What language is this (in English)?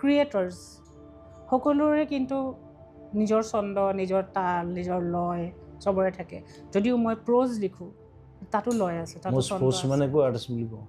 Assamese